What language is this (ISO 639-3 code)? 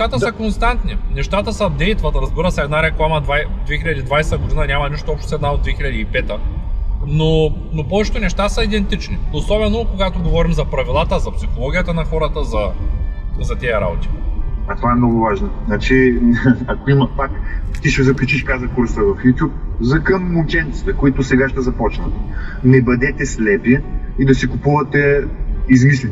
bul